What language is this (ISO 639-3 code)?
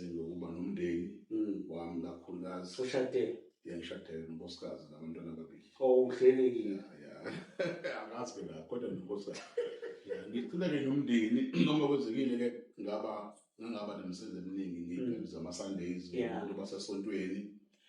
zul